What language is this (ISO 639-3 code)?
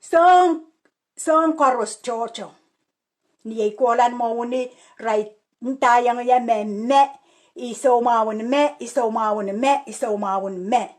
pon